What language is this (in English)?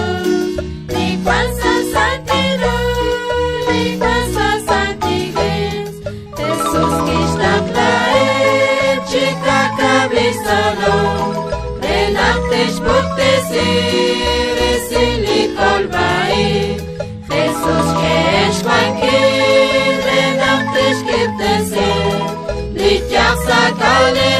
Kekchí